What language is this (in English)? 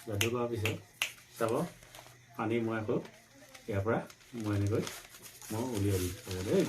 Assamese